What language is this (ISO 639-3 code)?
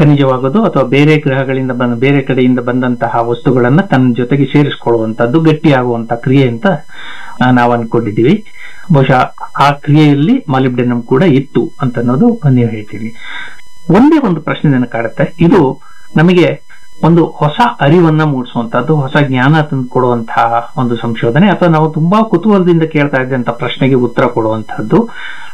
kan